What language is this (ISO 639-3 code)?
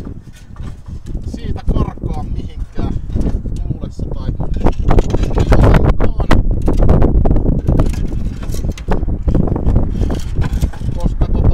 fin